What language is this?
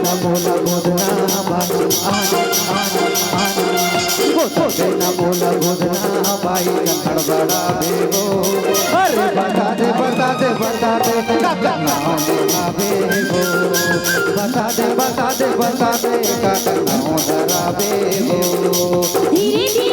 Chhattisgarhi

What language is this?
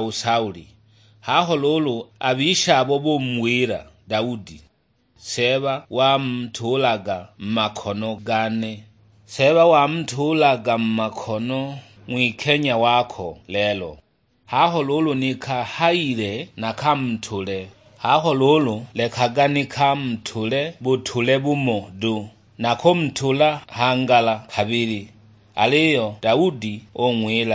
Sukuma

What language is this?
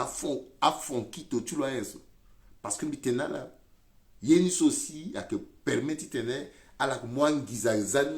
Sango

